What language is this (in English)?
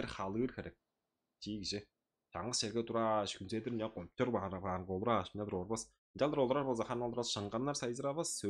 Tuvinian